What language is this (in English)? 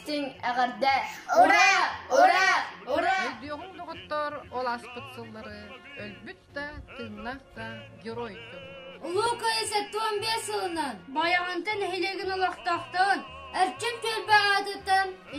Yakut